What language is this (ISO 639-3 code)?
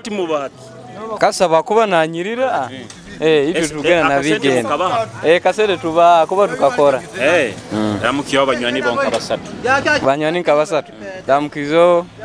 nyo